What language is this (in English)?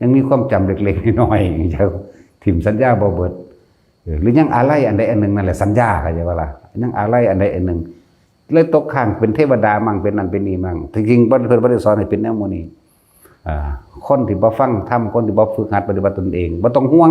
Northeastern Thai